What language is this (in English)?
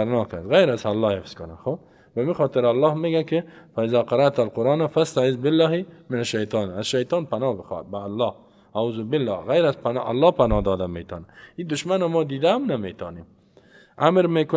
Persian